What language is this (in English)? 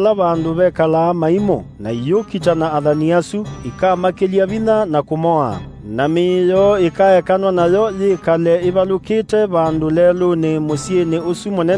Kamba